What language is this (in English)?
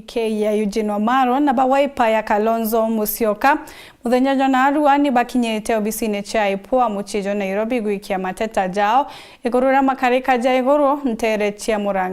Meru